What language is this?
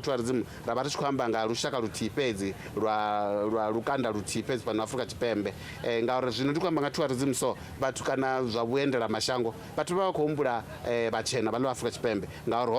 Venda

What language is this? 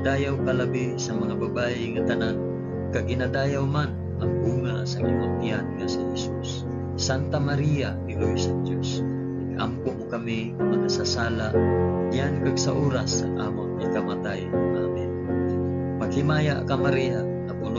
Hiligaynon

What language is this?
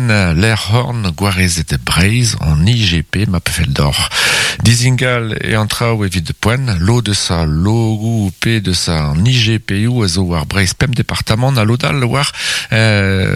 Breton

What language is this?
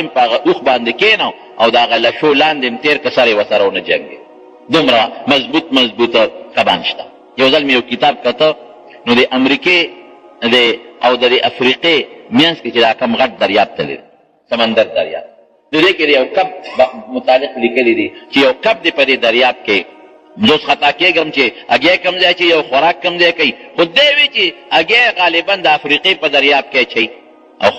Pashto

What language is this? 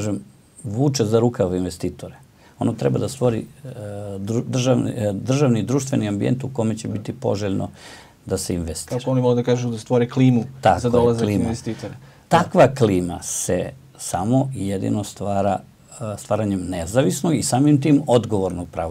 Serbian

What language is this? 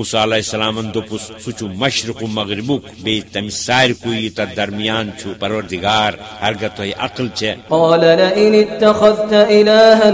Kashmiri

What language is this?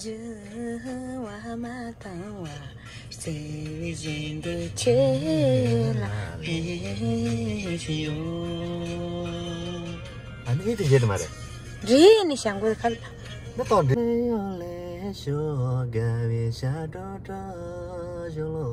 Tibetan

